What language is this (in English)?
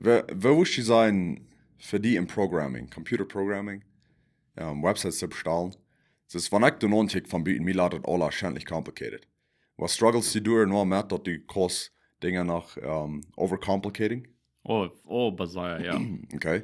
Plautdietsch